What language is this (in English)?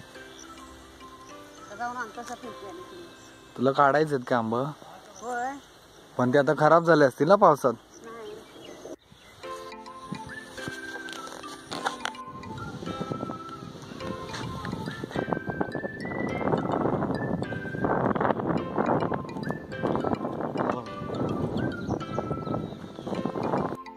Marathi